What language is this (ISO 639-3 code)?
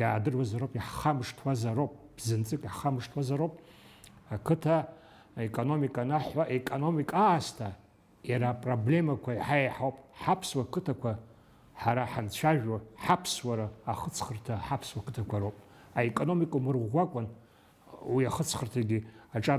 abk